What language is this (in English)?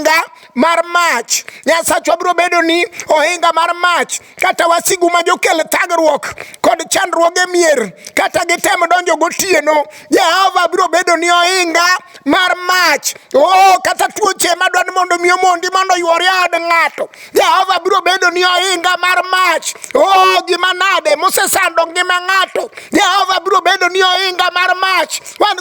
Luo (Kenya and Tanzania)